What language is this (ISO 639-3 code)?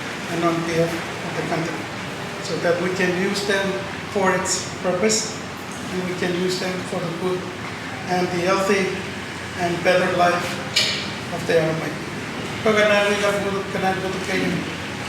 mah